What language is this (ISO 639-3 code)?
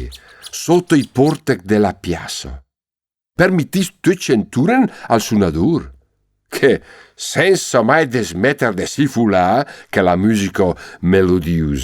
lmo